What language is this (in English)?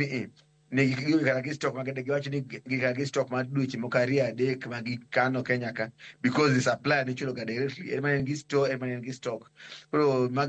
Luo (Kenya and Tanzania)